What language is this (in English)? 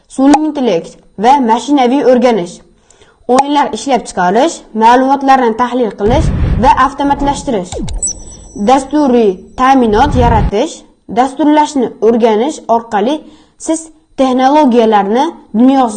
Uzbek